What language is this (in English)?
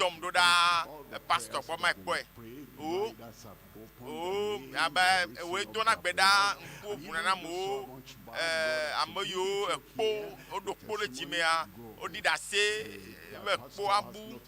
Ewe